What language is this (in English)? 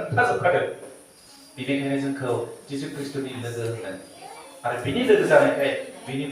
Bodo